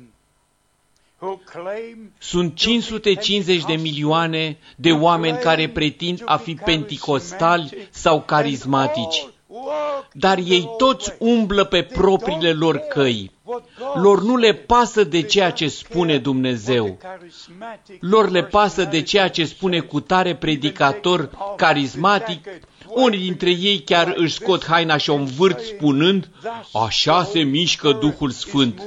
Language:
Romanian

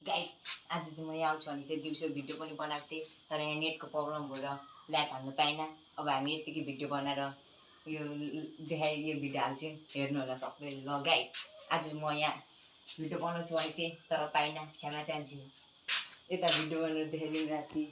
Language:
Nepali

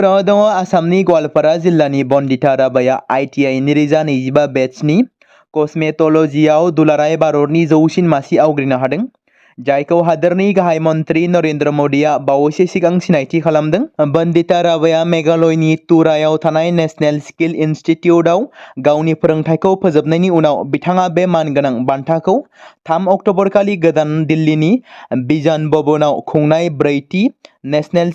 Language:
Bodo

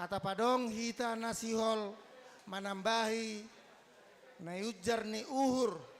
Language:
Batak Simalungun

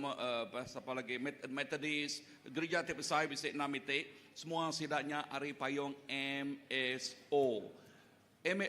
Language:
Iban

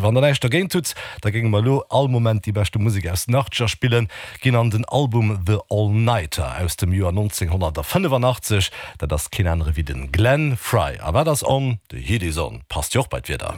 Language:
Luxembourgish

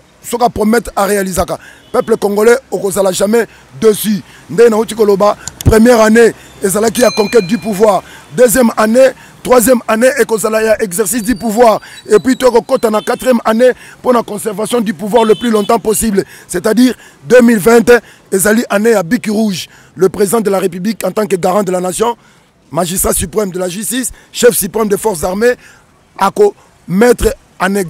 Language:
Lingala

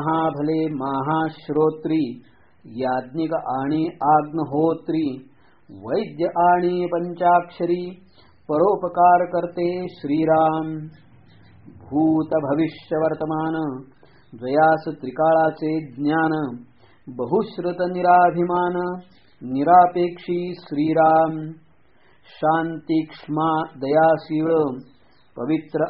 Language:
Marathi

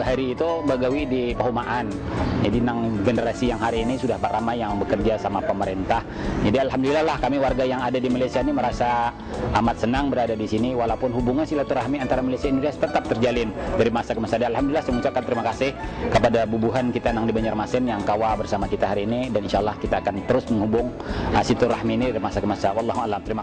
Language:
Banjar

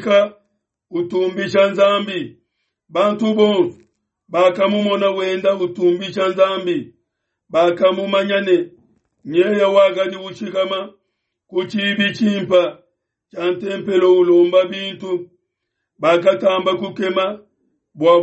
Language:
Luba-Lulua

